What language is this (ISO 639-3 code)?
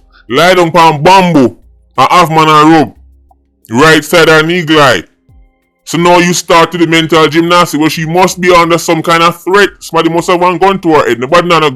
jam